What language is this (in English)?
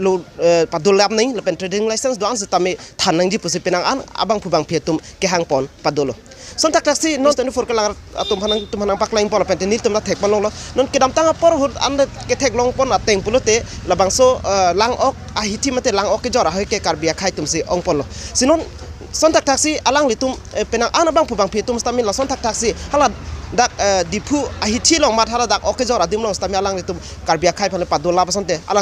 Karbi